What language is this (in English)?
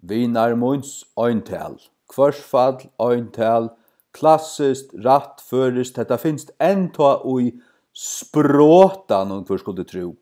Faroese